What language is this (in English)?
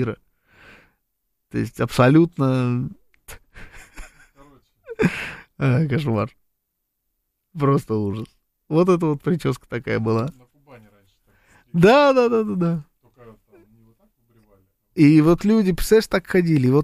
Russian